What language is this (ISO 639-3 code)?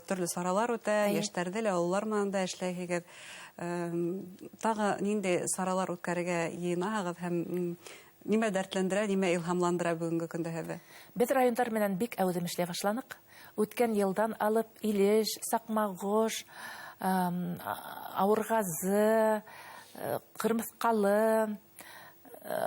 bak